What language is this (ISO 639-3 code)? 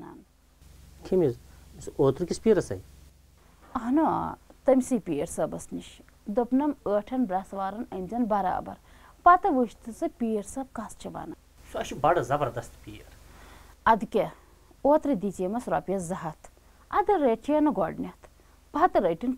kas